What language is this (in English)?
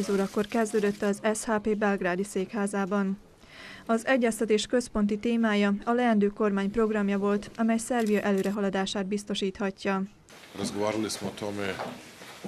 Hungarian